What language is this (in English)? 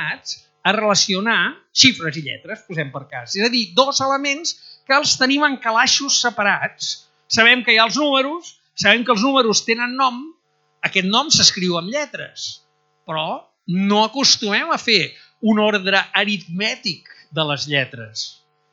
Catalan